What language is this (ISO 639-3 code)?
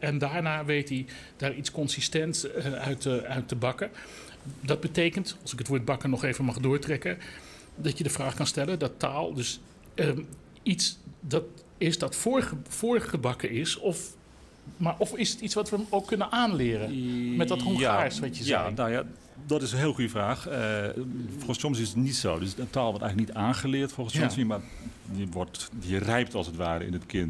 nld